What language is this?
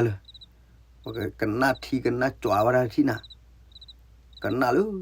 S'gaw Karen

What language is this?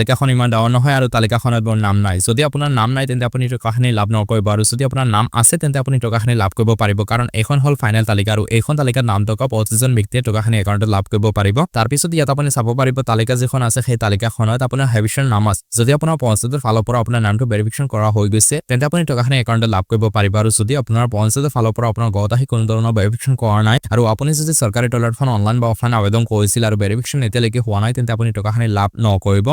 Assamese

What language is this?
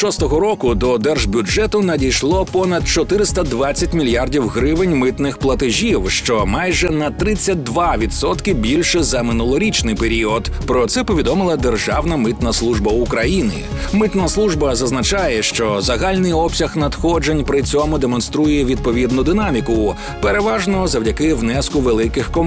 Ukrainian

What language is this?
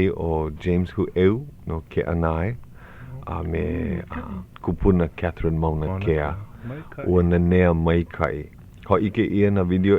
Hawaiian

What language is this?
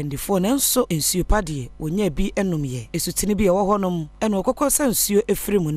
Akan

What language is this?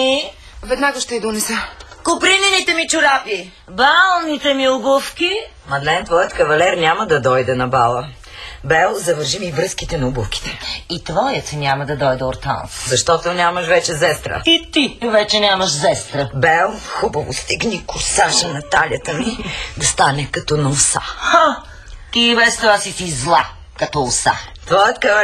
Bulgarian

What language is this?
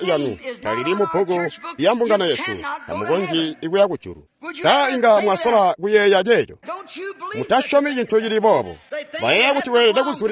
Tonga (Zambia)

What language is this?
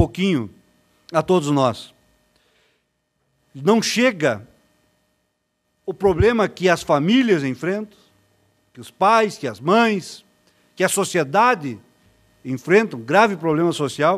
Portuguese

